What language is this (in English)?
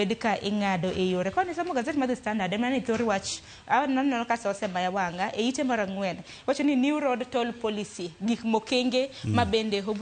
Luo (Kenya and Tanzania)